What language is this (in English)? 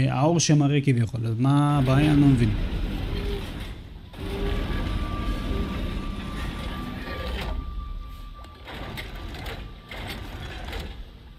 Hebrew